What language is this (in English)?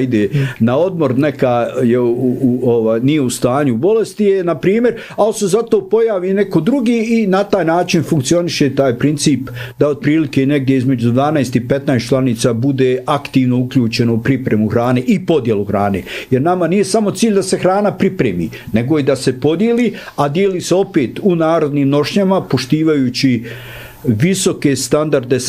Bosnian